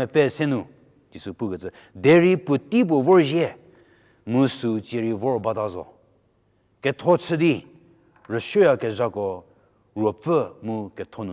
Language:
Angami Naga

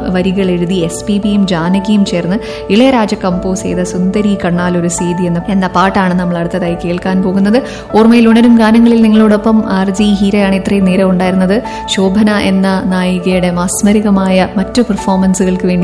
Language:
Malayalam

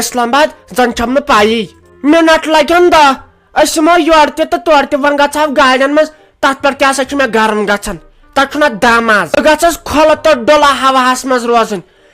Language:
Kashmiri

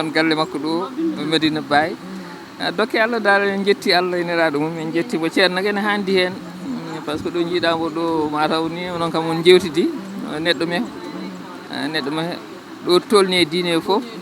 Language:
Fula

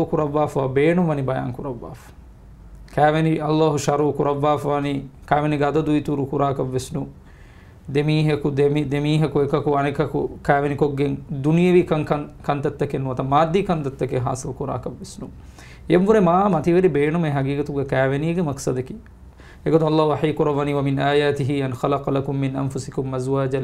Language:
Divehi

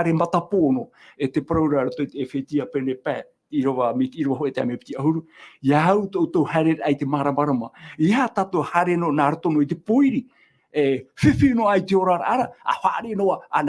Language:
Tahitian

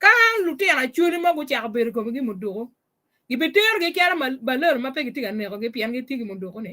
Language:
Acoli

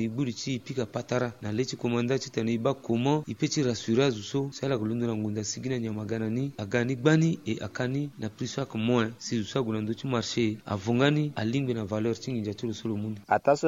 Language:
Sango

